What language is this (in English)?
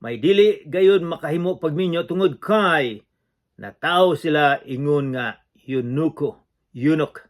Cebuano